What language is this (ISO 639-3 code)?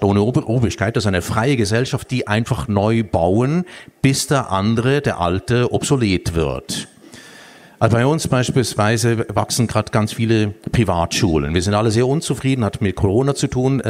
deu